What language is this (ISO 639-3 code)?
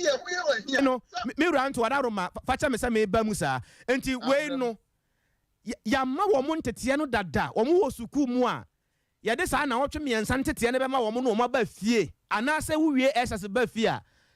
aka